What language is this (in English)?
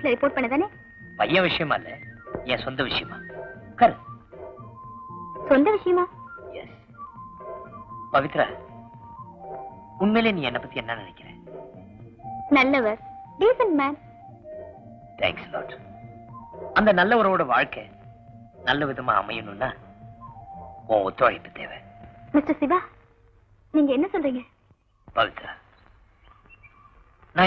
Tamil